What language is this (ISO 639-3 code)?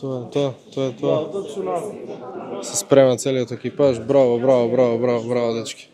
mkd